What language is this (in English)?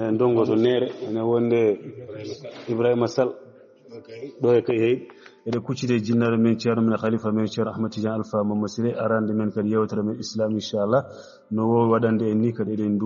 Fula